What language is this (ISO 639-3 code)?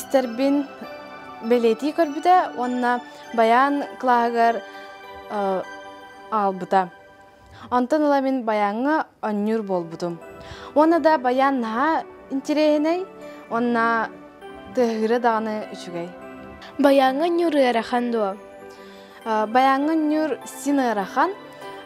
sah